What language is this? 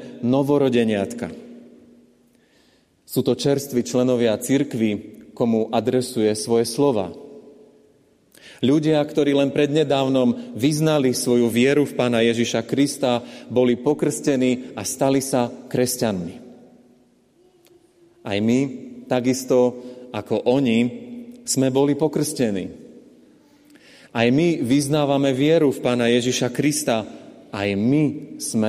Slovak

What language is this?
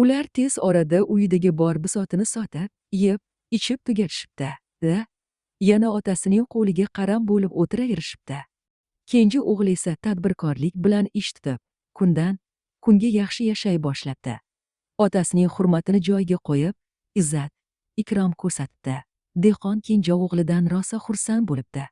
Uzbek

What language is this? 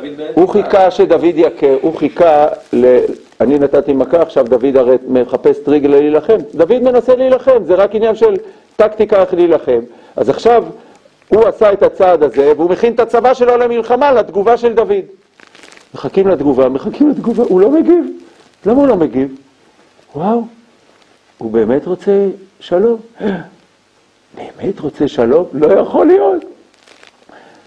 Hebrew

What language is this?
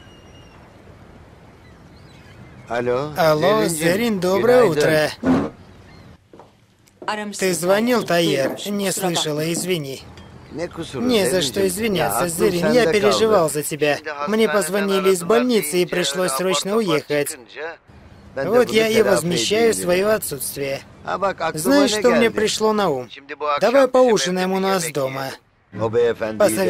Russian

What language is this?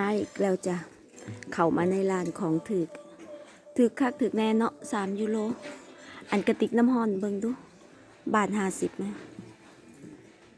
Lao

